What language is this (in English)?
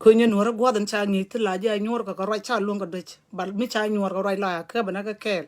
Nuer